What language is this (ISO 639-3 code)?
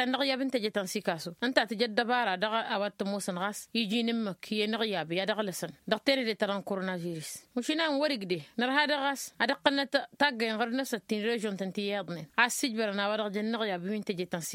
taq